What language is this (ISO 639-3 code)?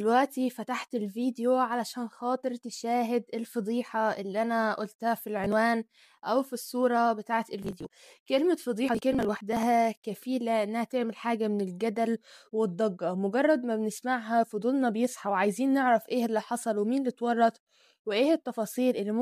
arz